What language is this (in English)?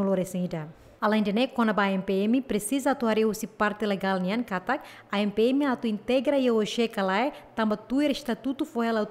Tetum